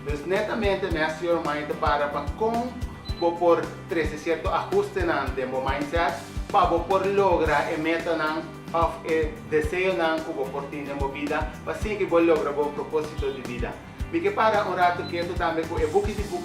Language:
Papiamento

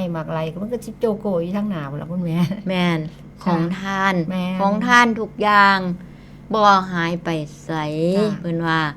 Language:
Northeastern Thai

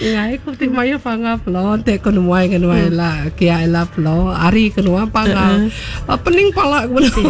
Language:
Iban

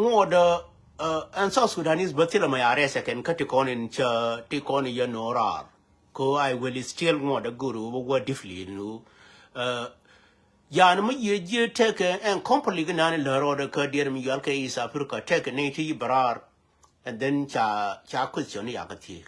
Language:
Nuer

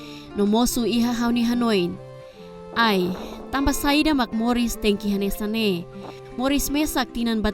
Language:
Tetum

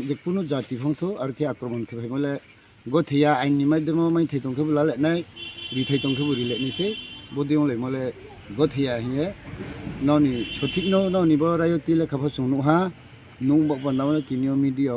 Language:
Riang (India)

